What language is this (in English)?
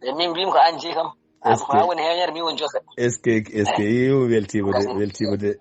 Fula